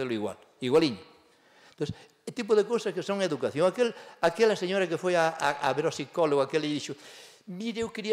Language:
Galician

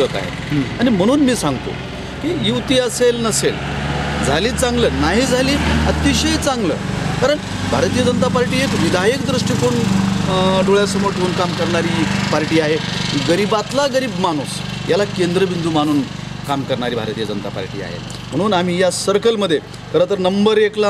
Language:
Marathi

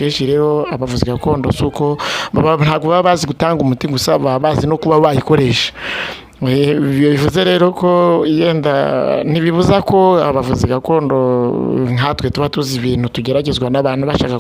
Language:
Kinyarwanda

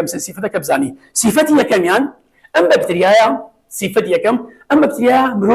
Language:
Central Kurdish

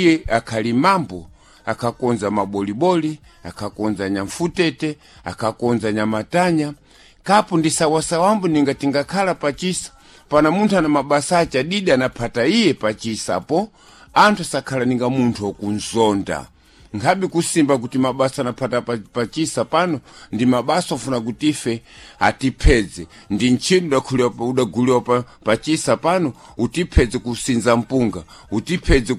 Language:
Sena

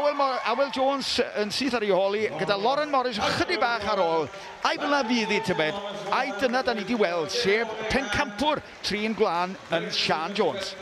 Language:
Welsh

